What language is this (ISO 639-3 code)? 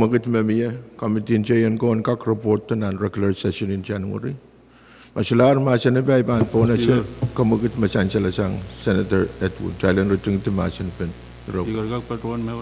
pon